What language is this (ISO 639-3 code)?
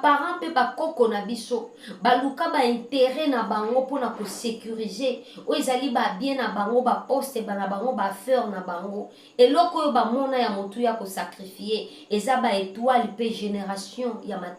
lin